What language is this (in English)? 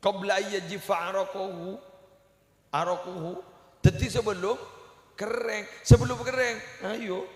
Madurese